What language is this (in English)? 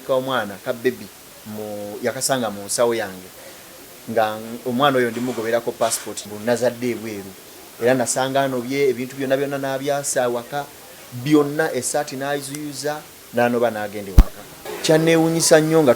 Ganda